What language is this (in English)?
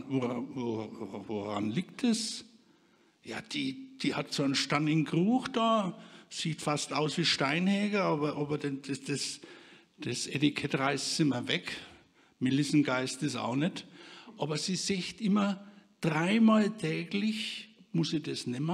Bavarian